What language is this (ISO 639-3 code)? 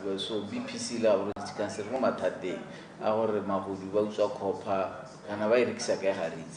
tsn